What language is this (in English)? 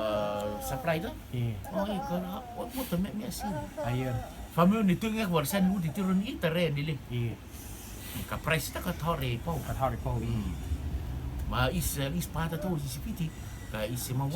Rotuman